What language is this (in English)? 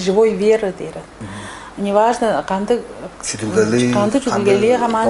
Tuvinian